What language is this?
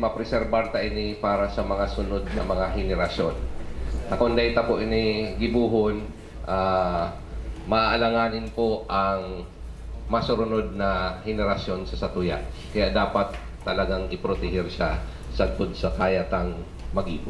Bikol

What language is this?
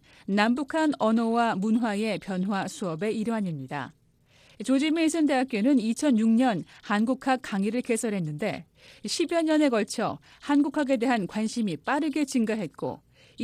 Korean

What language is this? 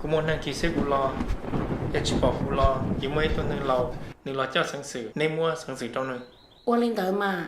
Hmong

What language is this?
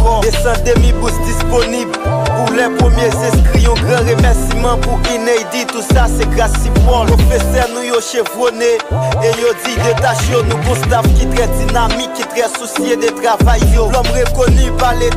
Haitian Creole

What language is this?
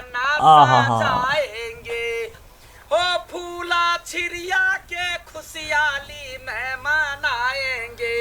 Maithili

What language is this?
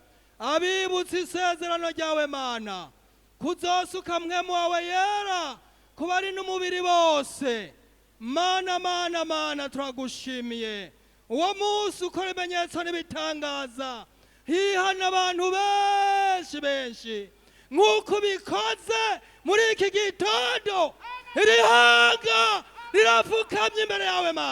Rundi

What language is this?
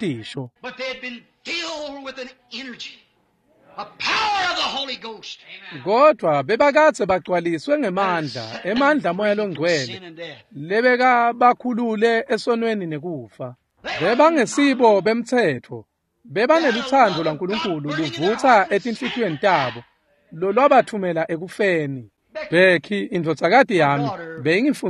Swati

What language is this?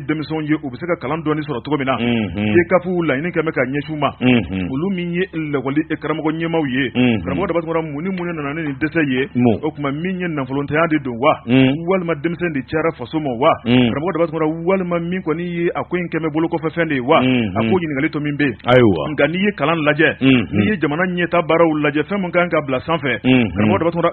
Bambara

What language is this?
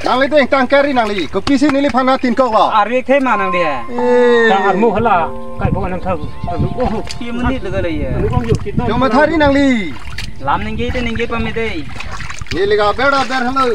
Karbi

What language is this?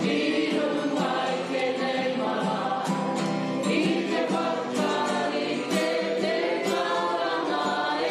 Māori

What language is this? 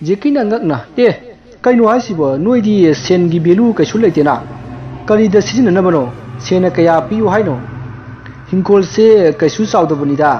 Manipuri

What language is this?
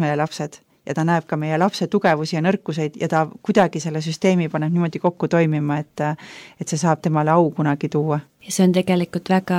Estonian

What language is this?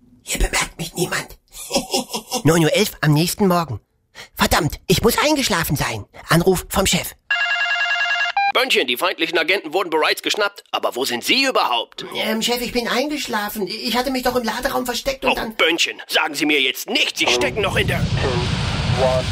German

